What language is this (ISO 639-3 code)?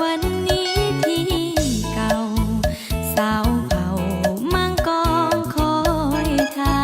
lao